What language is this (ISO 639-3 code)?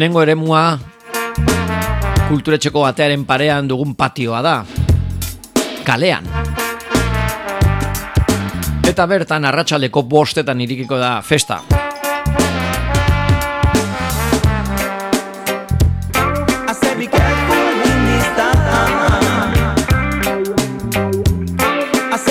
eus